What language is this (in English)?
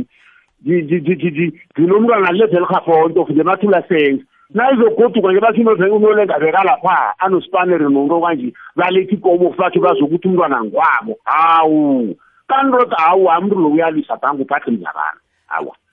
South Ndebele